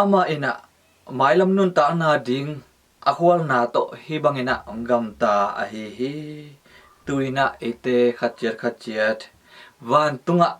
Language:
Tedim Chin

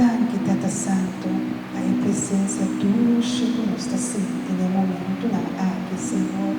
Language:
Papiamento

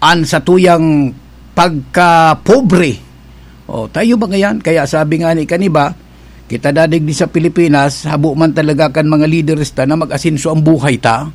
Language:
Bikol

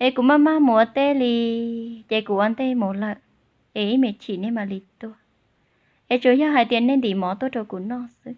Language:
Hmong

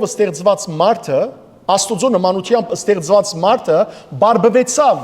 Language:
Western Armenian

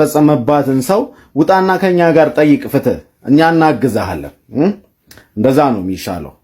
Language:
Amharic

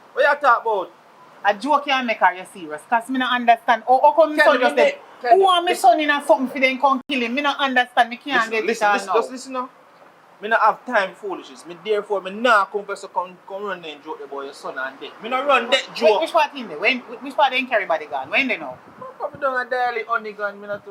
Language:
Jamaican Creole English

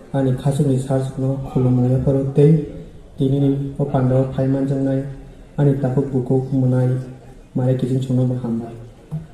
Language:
Kok Borok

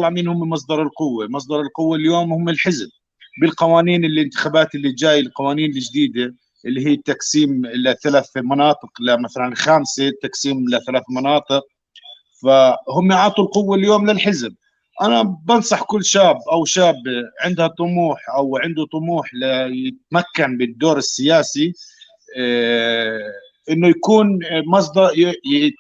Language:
North Levantine Arabic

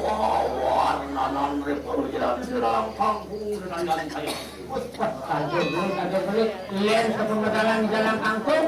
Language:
Balinese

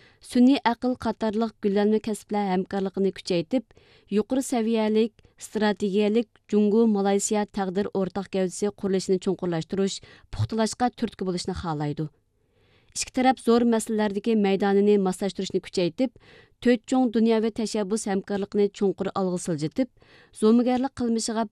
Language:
Uyghur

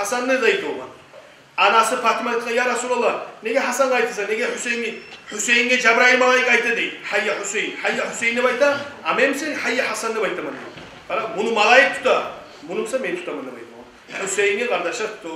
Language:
Kumyk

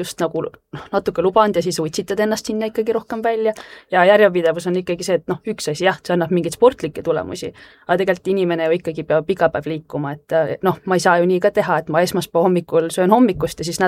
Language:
Estonian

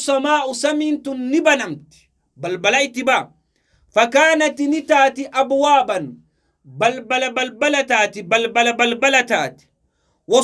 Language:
Oromo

